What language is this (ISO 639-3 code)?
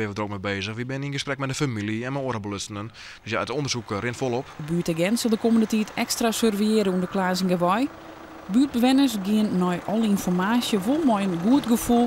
fry